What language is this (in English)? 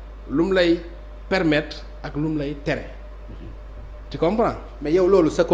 Wolof